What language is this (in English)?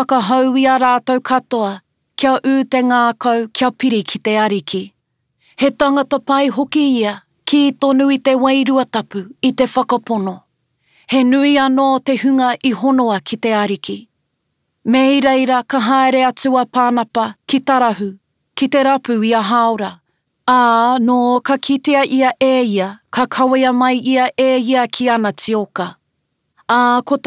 Māori